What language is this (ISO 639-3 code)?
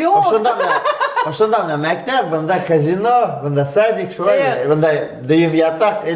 bak